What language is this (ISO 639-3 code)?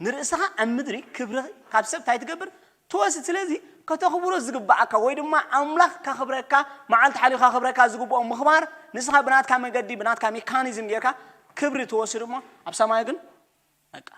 tir